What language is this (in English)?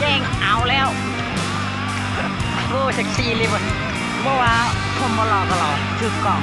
Lao